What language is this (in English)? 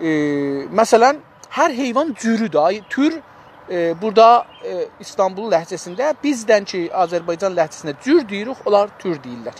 South Azerbaijani